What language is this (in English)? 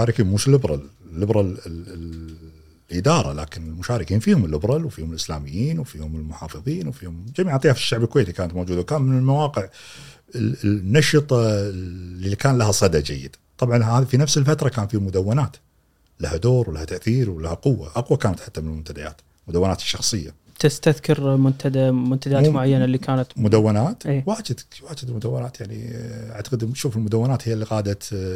Gulf Arabic